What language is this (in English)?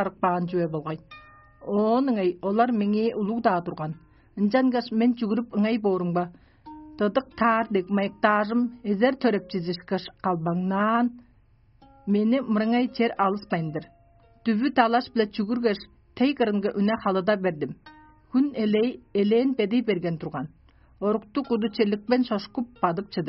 Tuvinian